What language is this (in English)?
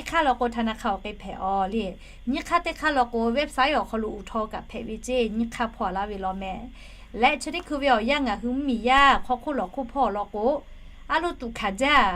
Lahu